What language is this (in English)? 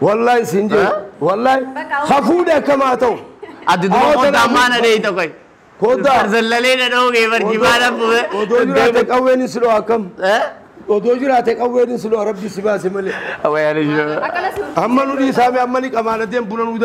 Oromo